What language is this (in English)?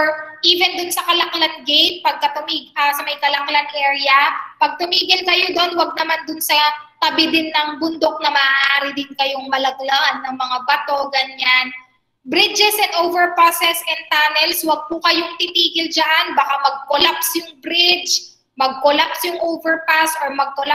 Filipino